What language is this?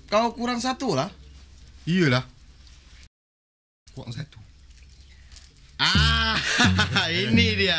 Malay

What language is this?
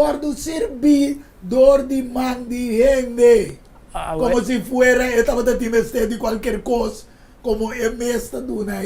Papiamento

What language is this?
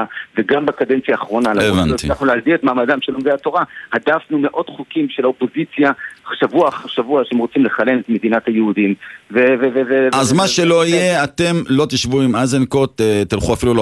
Hebrew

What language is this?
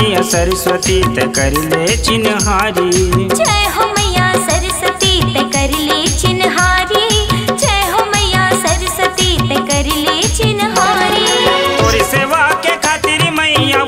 Chhattisgarhi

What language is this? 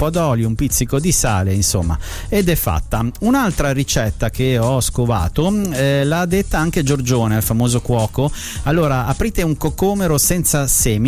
Italian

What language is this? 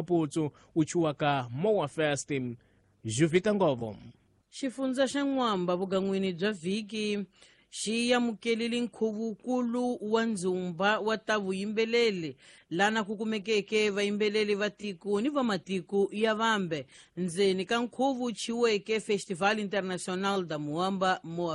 Tsonga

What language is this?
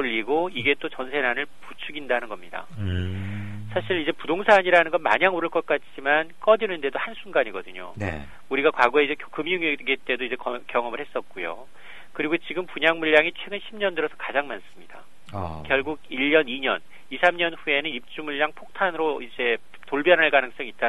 Korean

